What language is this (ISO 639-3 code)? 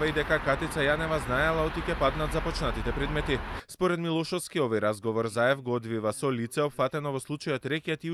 mkd